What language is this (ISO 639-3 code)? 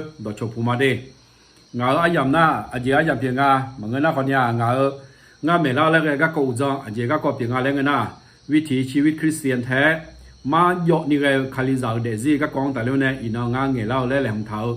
ahk